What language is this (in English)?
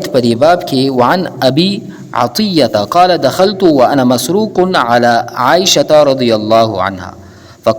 Pashto